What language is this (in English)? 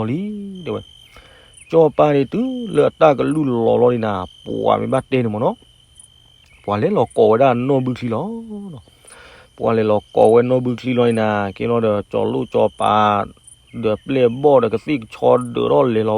S'gaw Karen